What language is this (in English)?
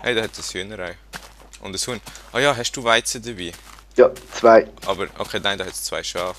Swiss German